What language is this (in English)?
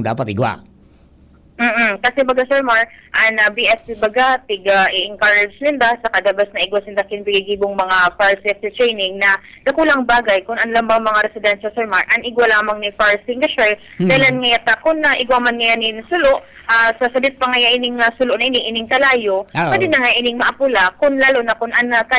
Bikol